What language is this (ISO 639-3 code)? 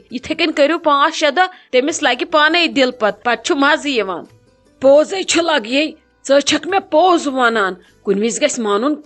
kas